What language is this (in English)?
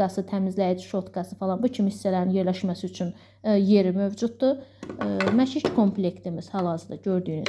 Azerbaijani